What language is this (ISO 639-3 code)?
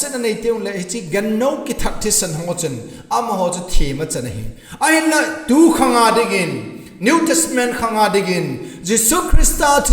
tcz